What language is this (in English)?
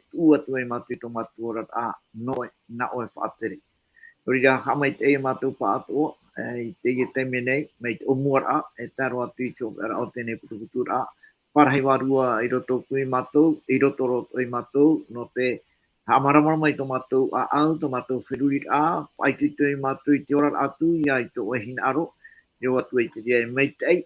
Tahitian